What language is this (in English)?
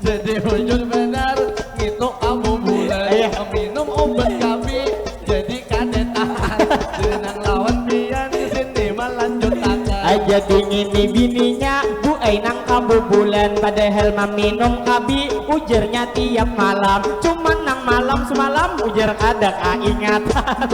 Banjar